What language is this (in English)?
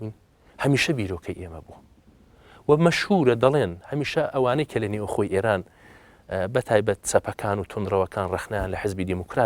Central Kurdish